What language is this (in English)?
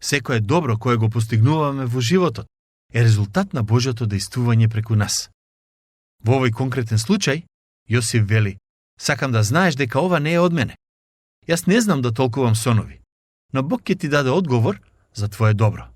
Macedonian